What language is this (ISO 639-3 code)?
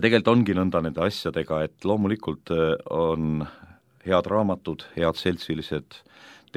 est